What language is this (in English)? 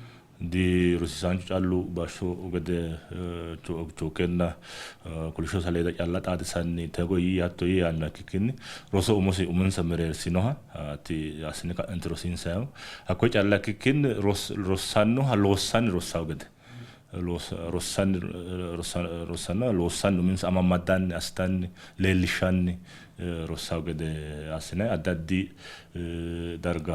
Sidamo